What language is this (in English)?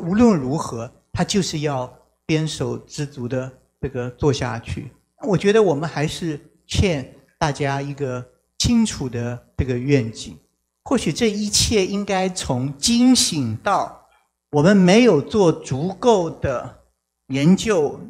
Chinese